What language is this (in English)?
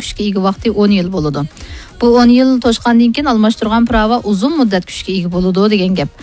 Uyghur